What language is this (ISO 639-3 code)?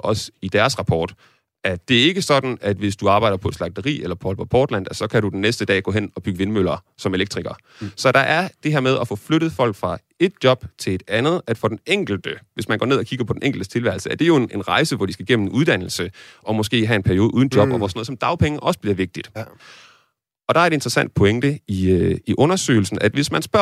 dan